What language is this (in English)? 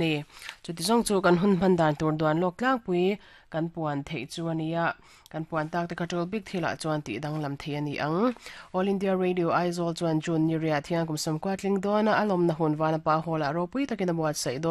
Mizo